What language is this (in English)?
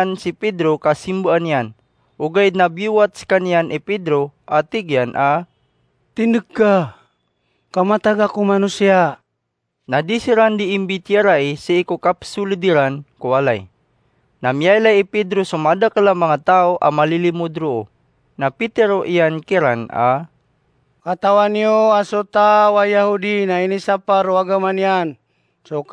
Maranao